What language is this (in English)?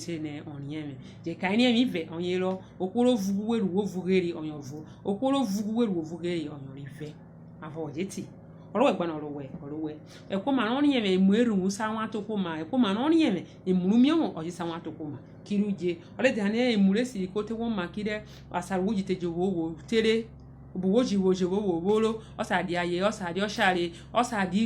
Urhobo